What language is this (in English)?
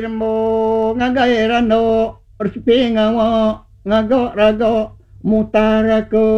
Iban